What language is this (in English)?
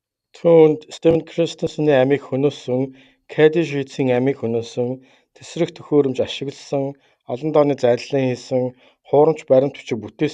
Mongolian